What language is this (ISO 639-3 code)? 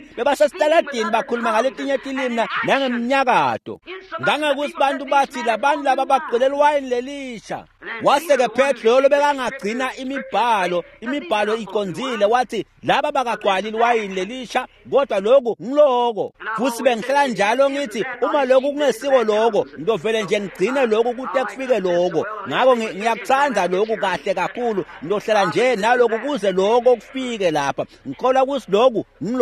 ssw